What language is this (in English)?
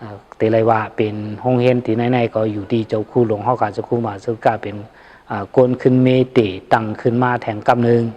Shan